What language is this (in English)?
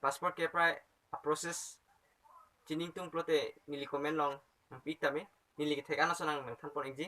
Karbi